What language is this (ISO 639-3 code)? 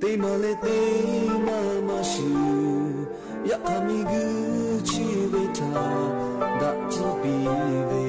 lhu